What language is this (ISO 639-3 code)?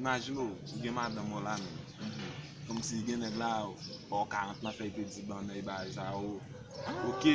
hat